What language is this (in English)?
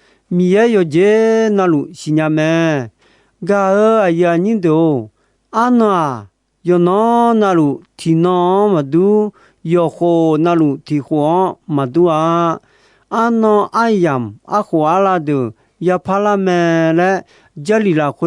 Akha